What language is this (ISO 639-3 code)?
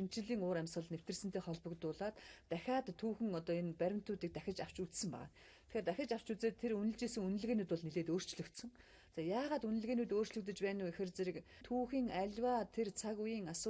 mon